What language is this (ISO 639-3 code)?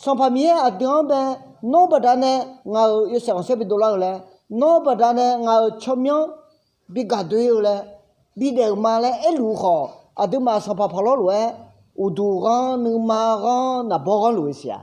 ahk